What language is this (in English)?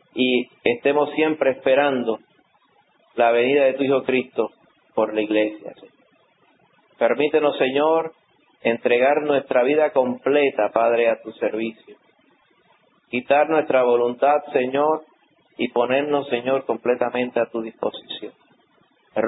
Spanish